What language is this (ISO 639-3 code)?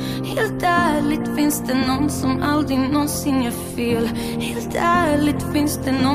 swe